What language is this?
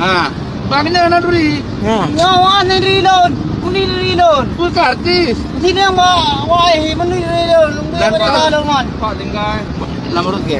Achinese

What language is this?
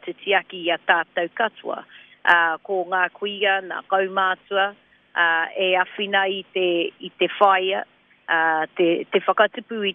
Māori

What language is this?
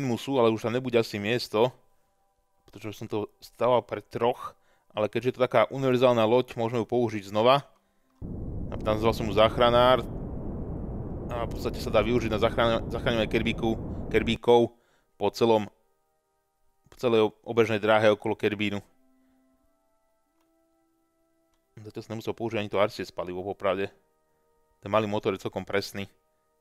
Slovak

